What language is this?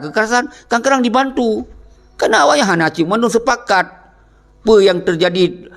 Achinese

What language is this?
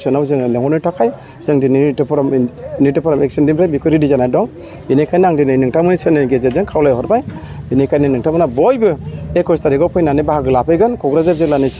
Bodo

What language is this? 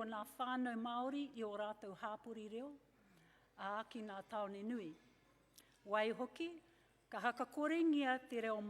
Māori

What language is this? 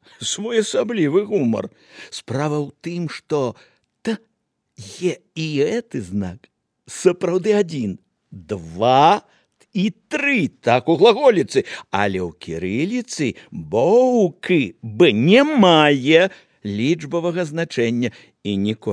Belarusian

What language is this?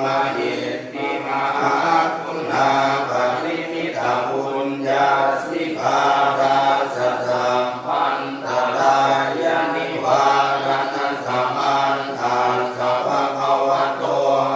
Pali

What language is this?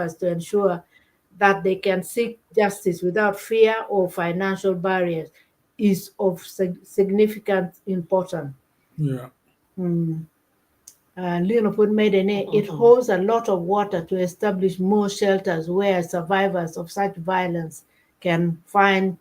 Acoli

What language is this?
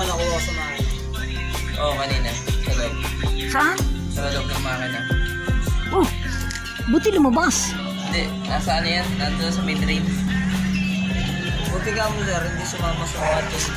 Filipino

